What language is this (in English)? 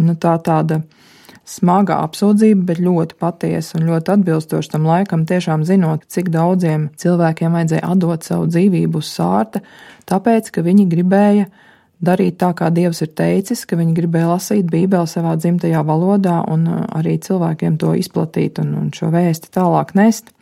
Latvian